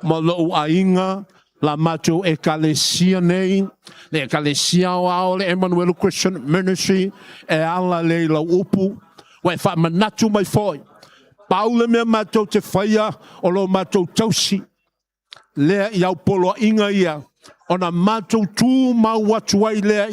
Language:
Samoan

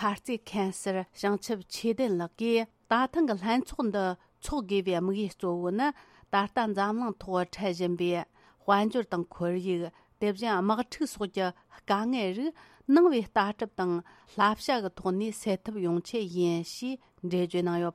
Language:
Tibetan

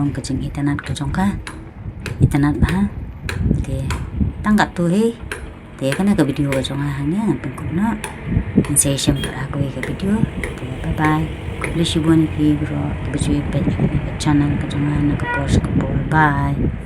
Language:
Khasi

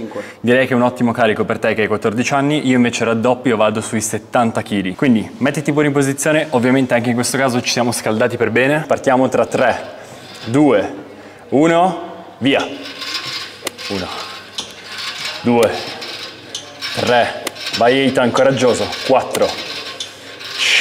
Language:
Italian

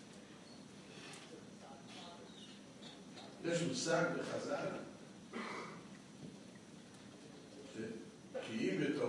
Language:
Hebrew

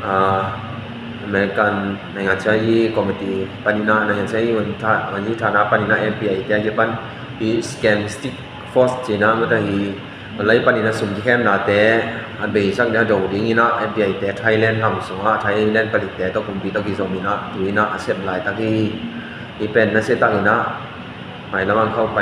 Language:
Tedim Chin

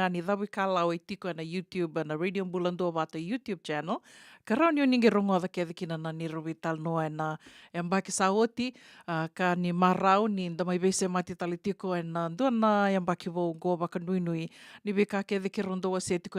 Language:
Fijian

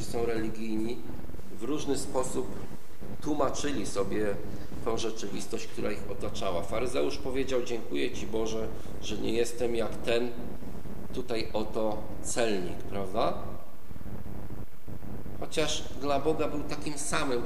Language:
Polish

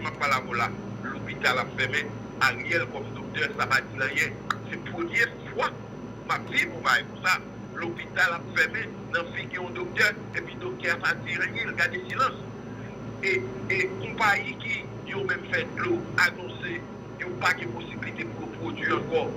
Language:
Haitian Creole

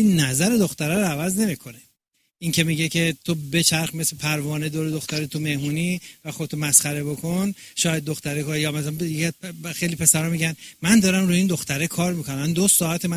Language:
Persian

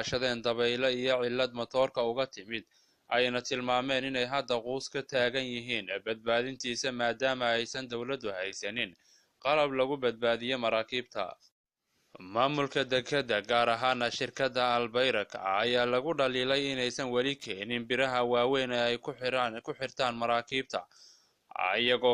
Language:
Somali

